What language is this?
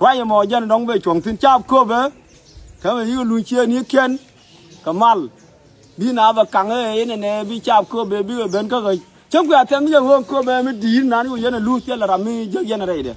Nuer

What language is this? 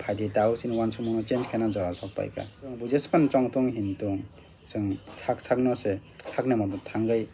Kok Borok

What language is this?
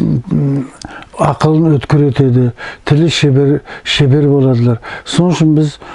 Nogai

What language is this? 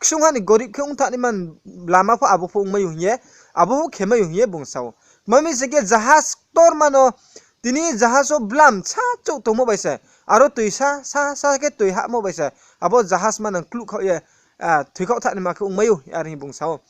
Riang (India)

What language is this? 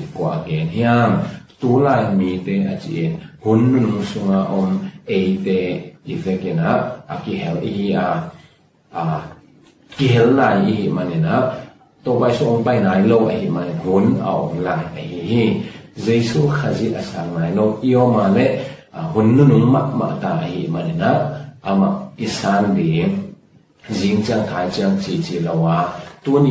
Tedim Chin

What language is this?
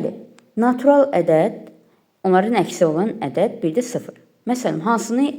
Azerbaijani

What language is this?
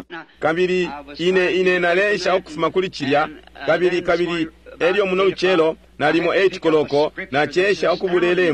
Bemba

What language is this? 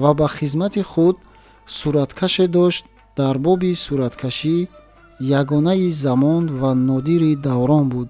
Tajik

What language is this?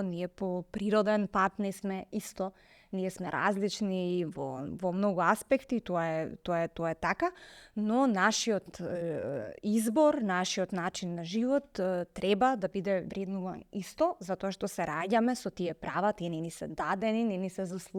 Macedonian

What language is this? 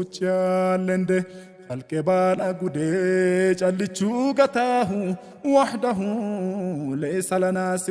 Sidamo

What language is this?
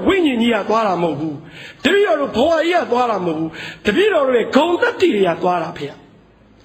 Burmese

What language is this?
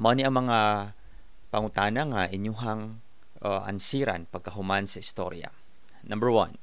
Cebuano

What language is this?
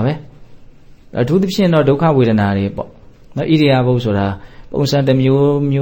Burmese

